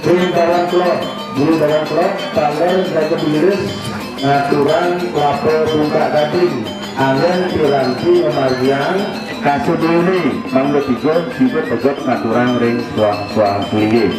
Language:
Balinese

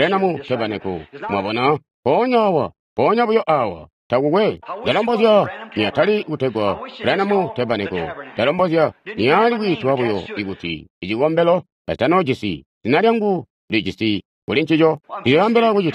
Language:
Tonga (Zambia)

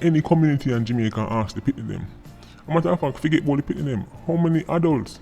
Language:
Jamaican Creole English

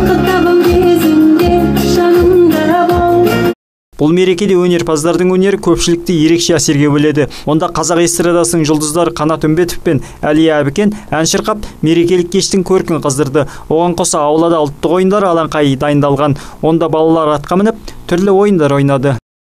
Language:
Kazakh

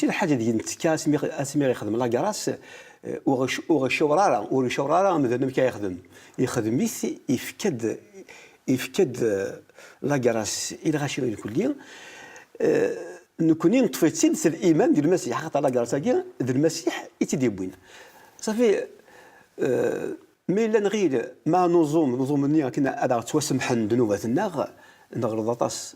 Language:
Kabyle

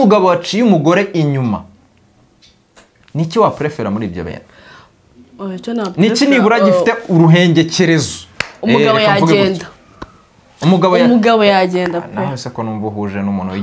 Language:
Kinyarwanda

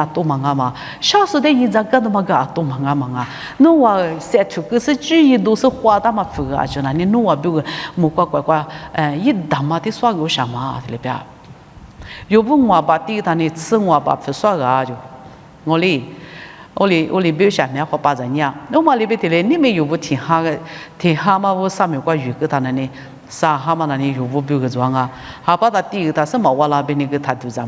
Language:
Lisu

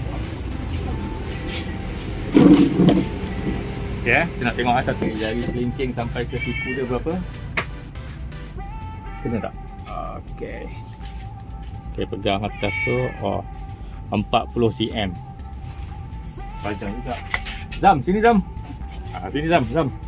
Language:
Malay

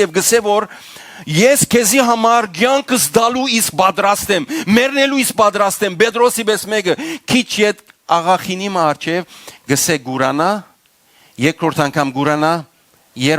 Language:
Western Armenian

